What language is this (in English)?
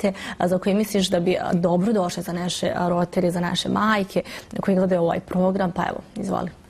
Bosnian